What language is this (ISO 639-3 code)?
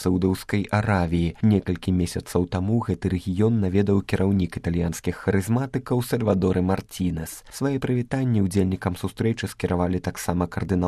bel